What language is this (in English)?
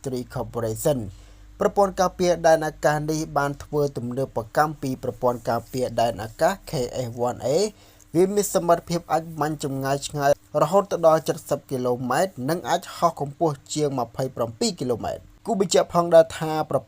Khmer